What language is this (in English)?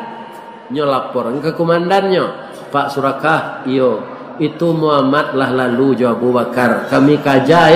Minangkabau